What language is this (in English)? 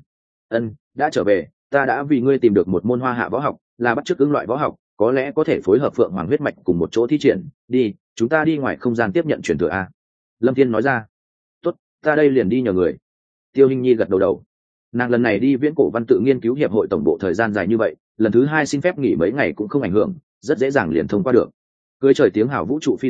Vietnamese